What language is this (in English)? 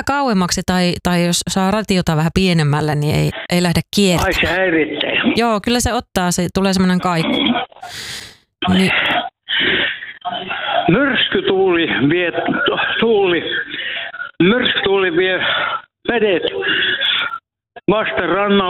Finnish